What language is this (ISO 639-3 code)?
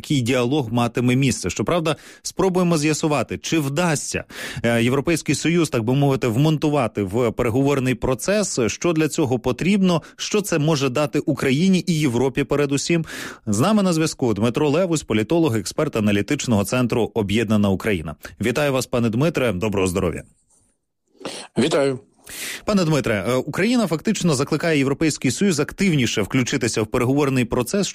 ukr